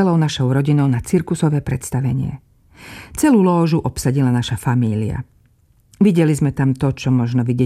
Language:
Slovak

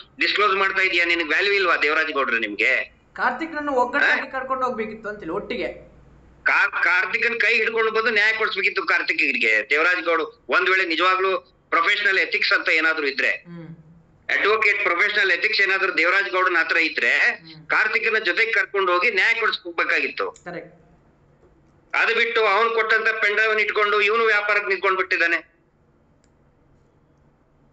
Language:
Kannada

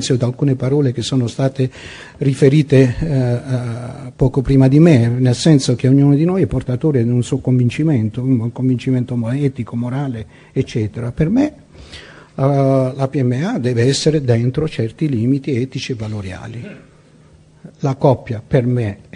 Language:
Italian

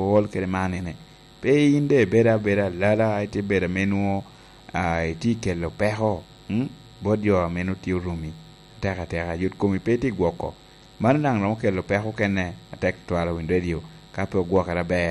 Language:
Lango (Uganda)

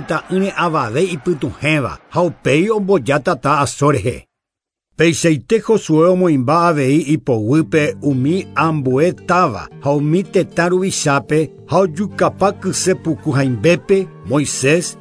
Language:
Guarani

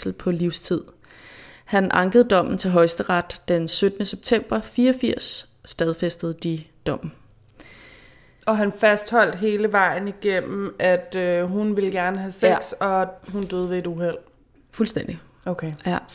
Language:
Danish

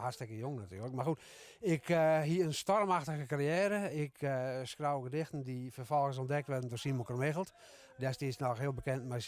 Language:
Western Frisian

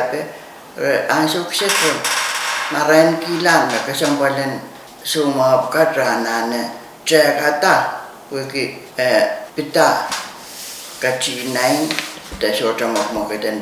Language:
Pohnpeian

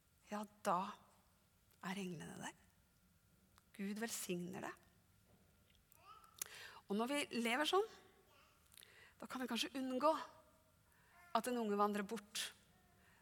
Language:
Norwegian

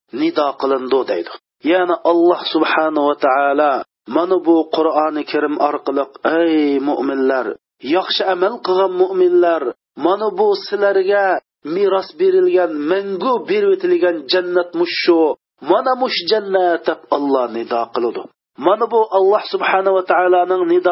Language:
Uyghur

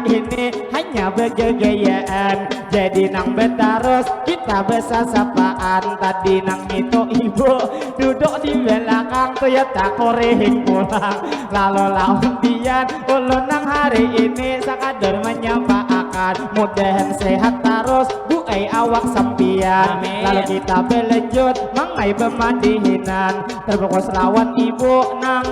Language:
Banjar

